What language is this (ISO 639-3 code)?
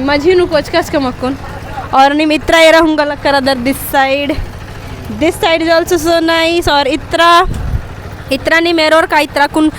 kru